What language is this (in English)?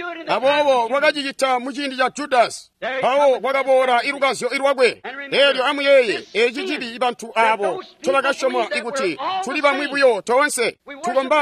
Tonga (Zambia)